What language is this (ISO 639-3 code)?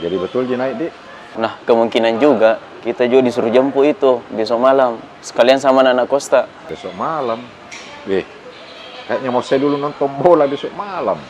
mfp